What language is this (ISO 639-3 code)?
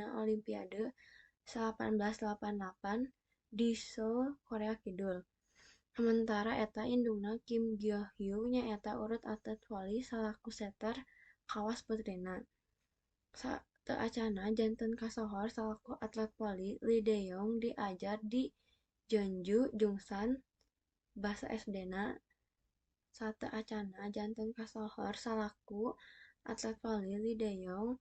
sun